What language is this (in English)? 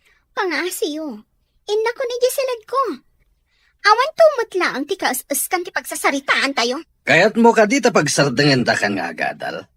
Iloko